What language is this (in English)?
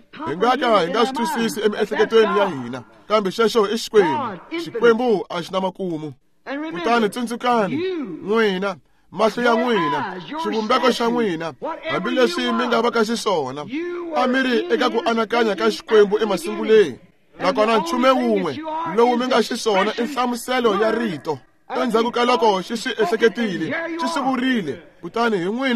Tsonga